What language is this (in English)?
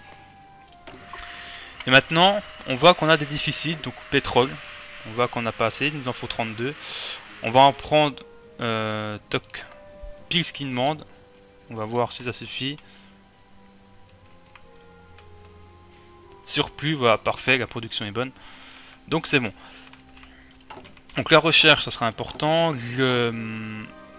French